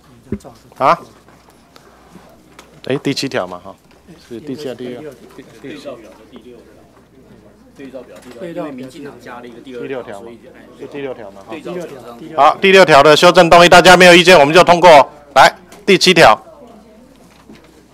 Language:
Chinese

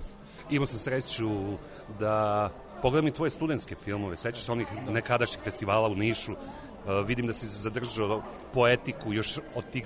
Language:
Serbian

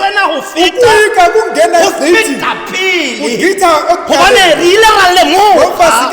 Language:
Tswana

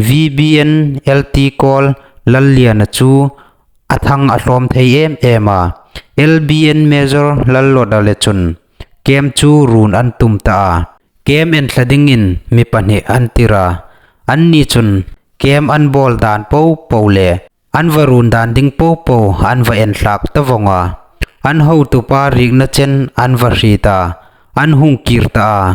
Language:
Hmar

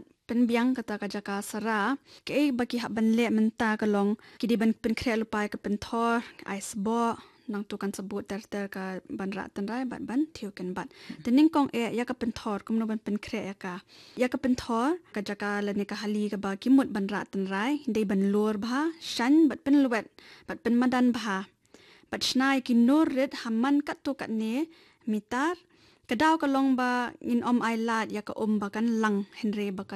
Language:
Khasi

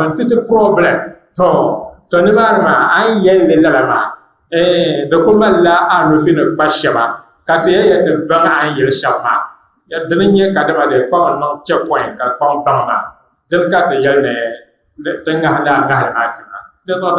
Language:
Dagbani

